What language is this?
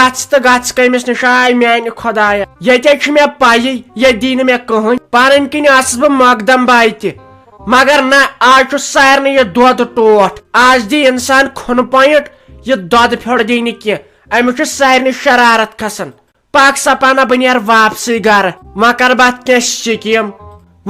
Kashmiri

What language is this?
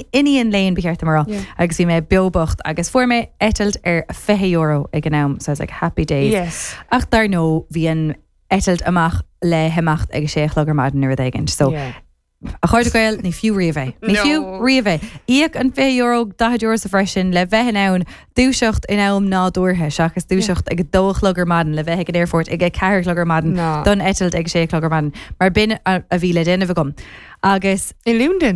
Irish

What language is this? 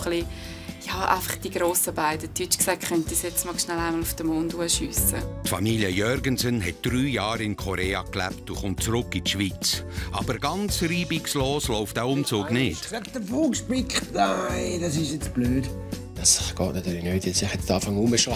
Swiss German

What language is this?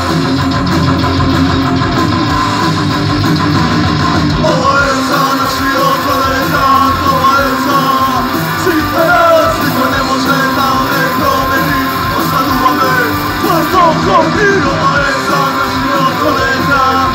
Serbian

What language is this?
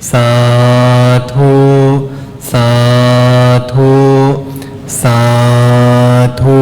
Pali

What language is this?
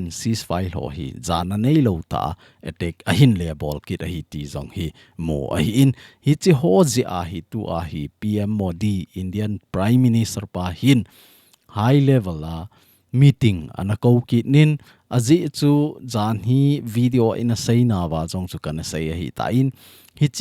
Thado Chin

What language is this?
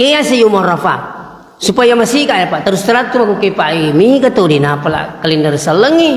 Buginese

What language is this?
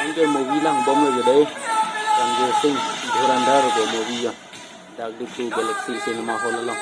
Karbi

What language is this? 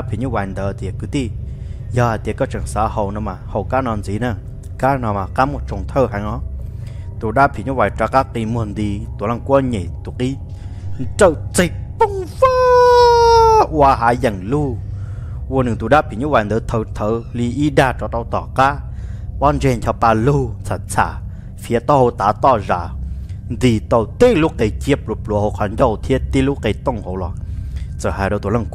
Vietnamese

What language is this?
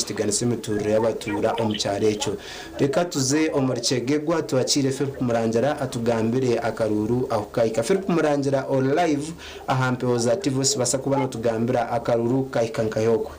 Nyankole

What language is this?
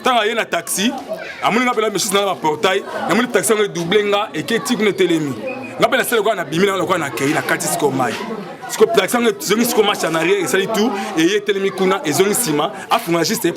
Lingala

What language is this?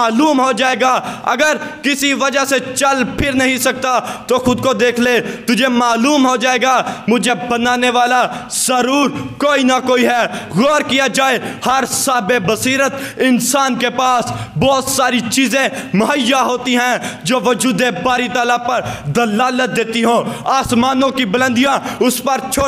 Urdu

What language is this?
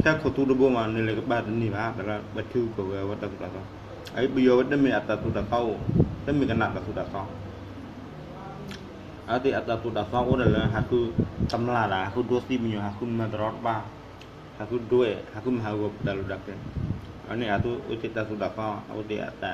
S'gaw Karen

